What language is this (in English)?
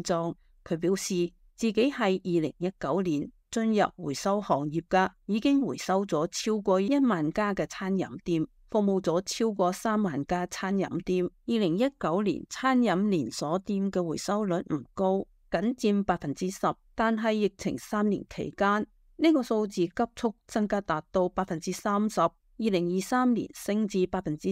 Cantonese